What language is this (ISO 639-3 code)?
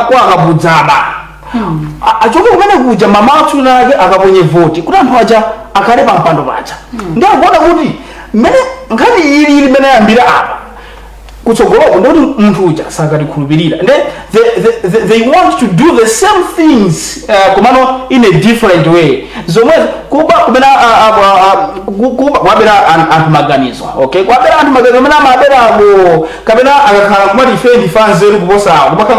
nya